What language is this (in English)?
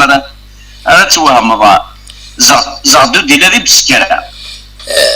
Kabyle